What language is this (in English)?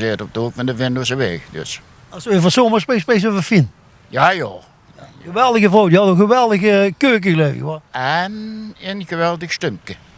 Limburgish